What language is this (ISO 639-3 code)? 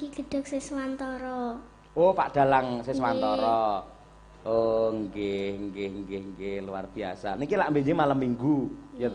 jav